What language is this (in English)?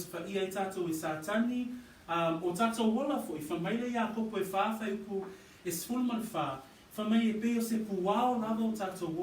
Samoan